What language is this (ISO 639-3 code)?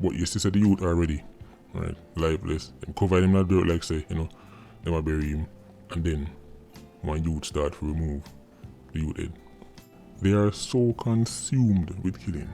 jam